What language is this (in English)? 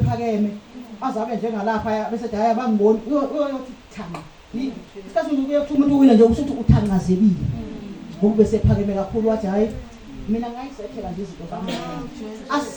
Zulu